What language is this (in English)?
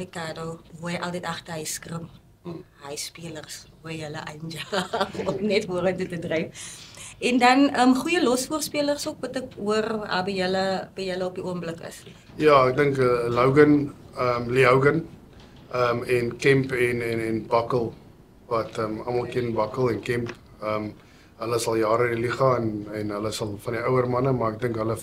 Afrikaans